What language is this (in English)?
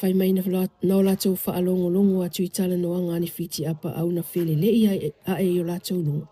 Samoan